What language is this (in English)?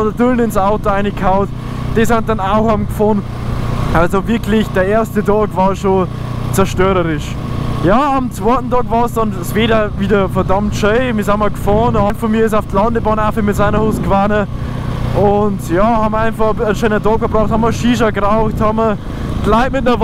Bavarian